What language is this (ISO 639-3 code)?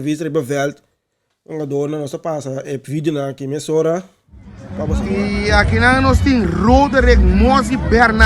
pap